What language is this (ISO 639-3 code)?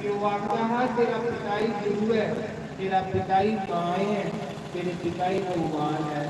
doi